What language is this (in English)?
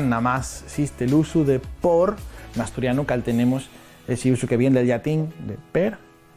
Asturian